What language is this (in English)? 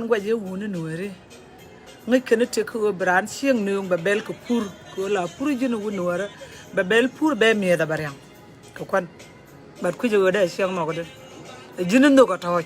Nuer